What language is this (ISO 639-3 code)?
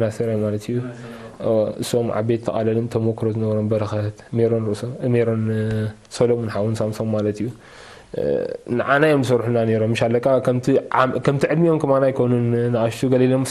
tir